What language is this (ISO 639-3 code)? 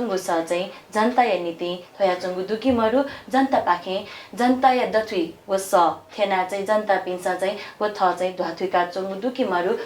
new